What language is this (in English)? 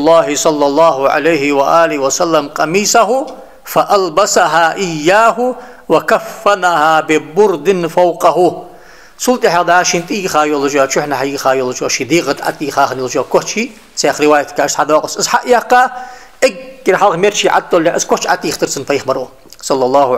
Ingush